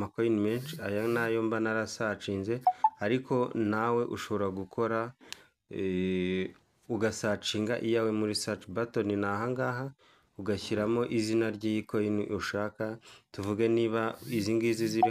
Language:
Kinyarwanda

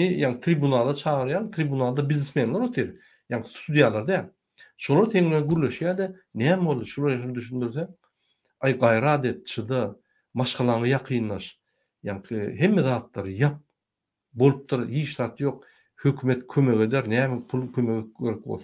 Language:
Turkmen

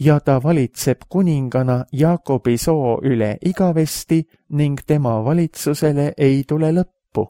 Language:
Estonian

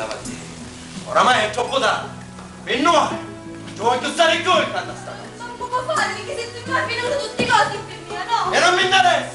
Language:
Sicilian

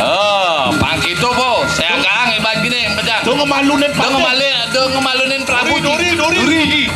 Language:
Balinese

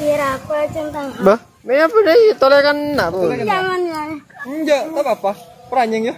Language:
Madurese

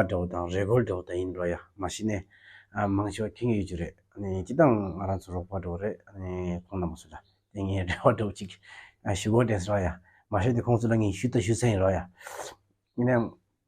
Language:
Tibetan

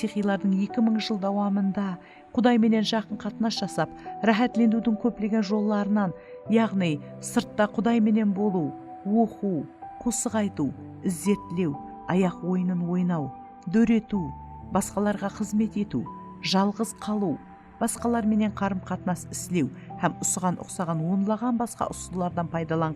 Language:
Kara-Kalpak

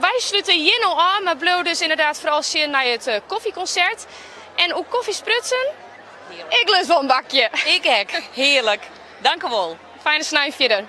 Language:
Western Frisian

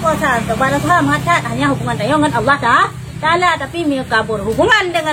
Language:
Achinese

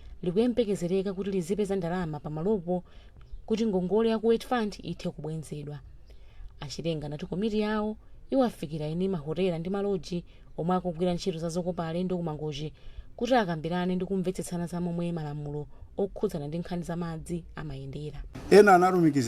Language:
Nyanja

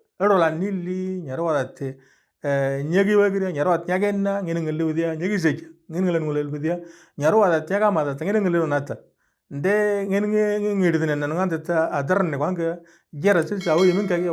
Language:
Moro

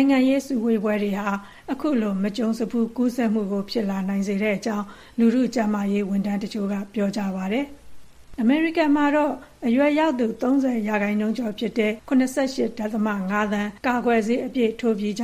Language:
Burmese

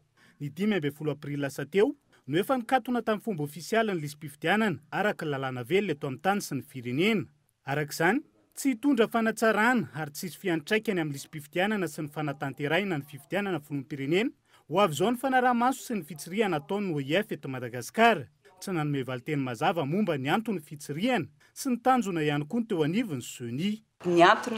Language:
Malagasy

